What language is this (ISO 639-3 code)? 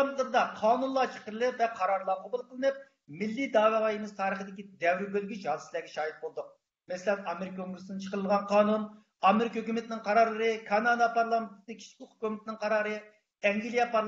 uig